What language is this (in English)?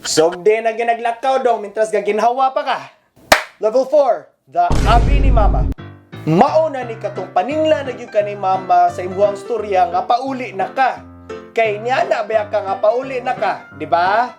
Cebuano